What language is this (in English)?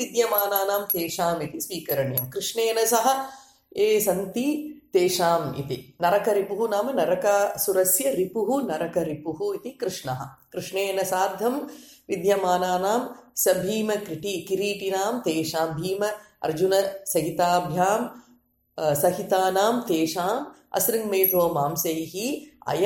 Sanskrit